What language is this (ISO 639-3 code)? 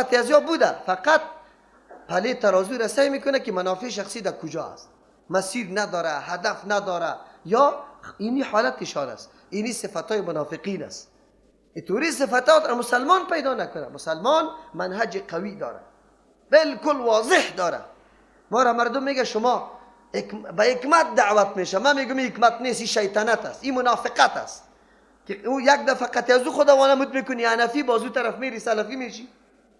fas